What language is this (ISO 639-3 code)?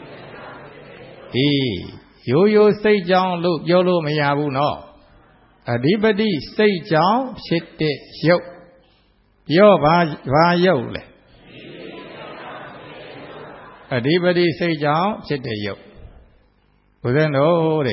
mya